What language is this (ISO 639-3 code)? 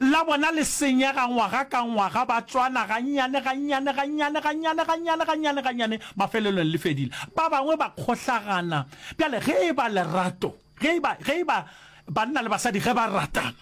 nso